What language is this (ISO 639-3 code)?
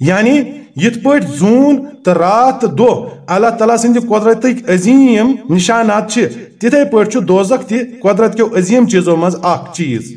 kas